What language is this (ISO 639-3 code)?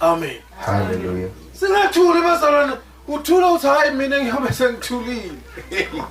zul